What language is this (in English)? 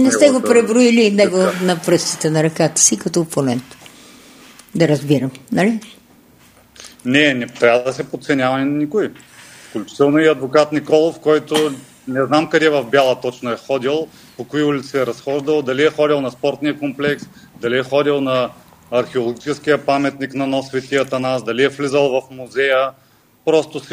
Bulgarian